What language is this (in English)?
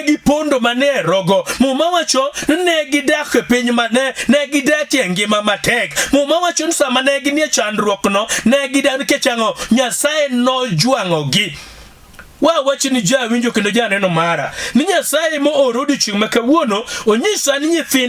Luo (Kenya and Tanzania)